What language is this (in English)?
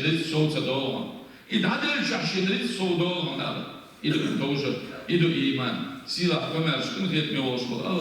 Chechen